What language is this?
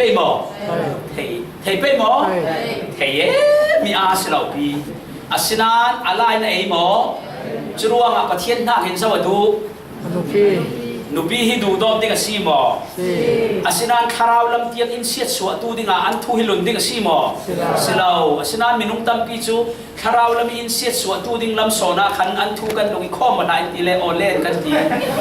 Falam Chin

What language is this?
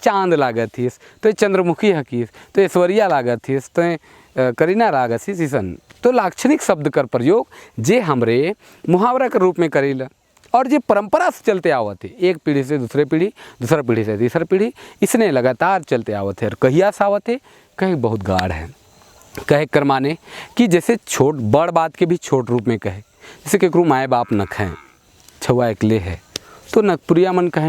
Sadri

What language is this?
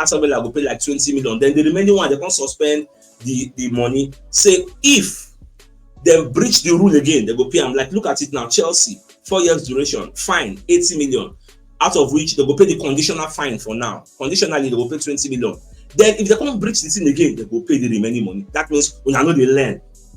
Nigerian Pidgin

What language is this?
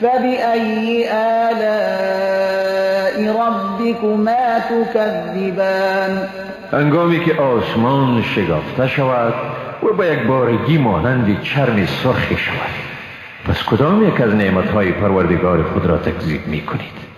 Persian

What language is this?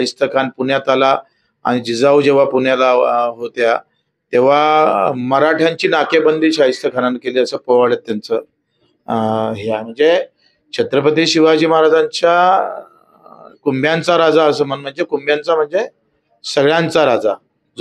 Marathi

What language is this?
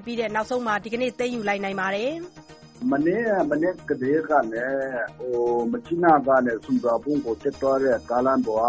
Burmese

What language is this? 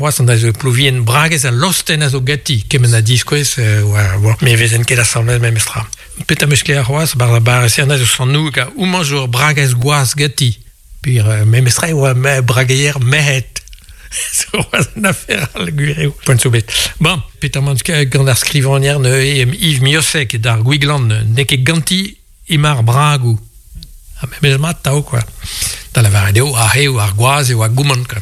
Breton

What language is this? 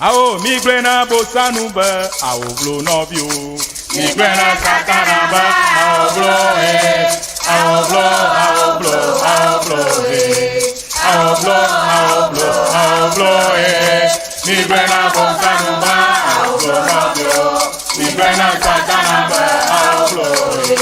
Ewe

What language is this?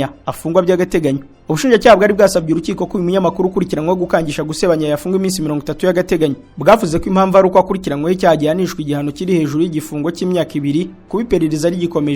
Kinyarwanda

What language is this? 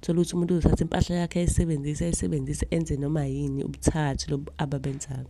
Zulu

